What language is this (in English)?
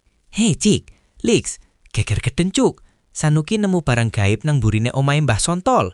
Javanese